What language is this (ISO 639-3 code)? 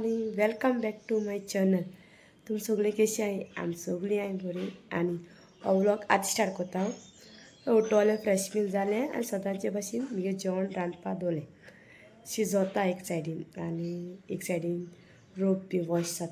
kok